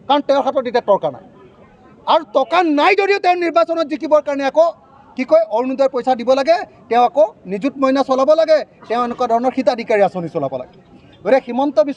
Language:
Assamese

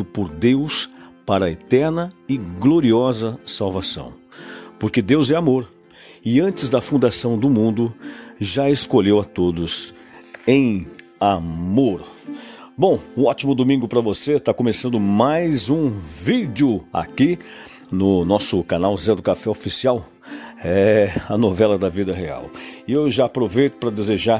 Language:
Portuguese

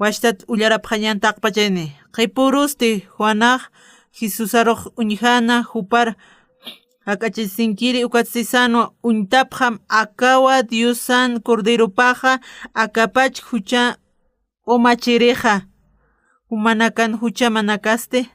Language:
Aymara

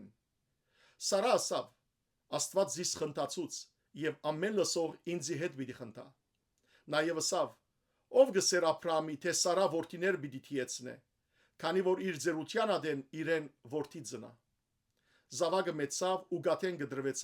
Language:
Western Armenian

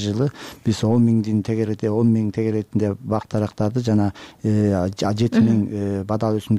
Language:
Kyrgyz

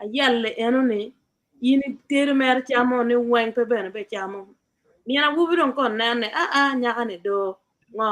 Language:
Acoli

